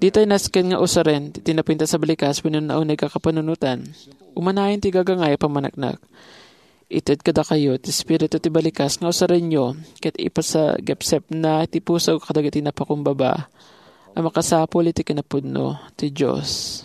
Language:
Iloko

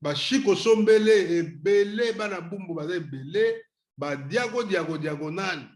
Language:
Lingala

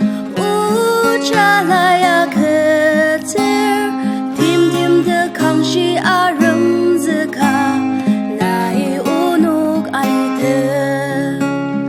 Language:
Ao Naga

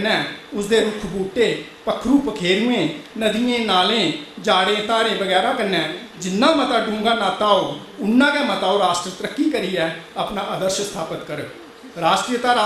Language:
Dogri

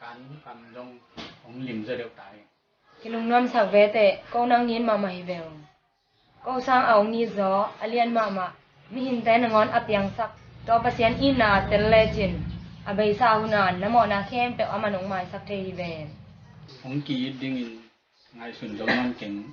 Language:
Tedim Chin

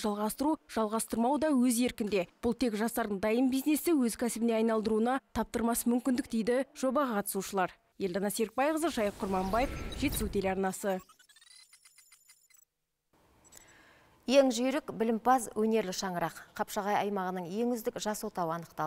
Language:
Kazakh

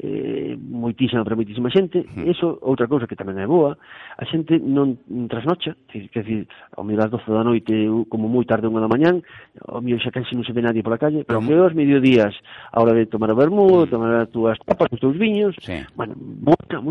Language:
Galician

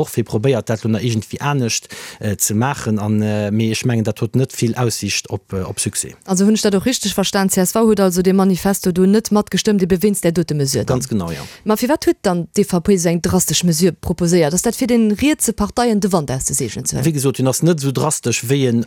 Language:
Luxembourgish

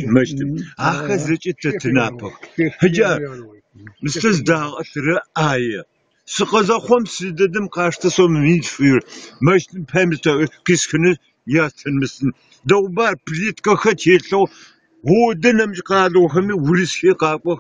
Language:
Adyghe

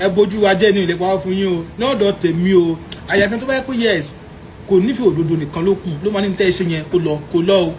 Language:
Yoruba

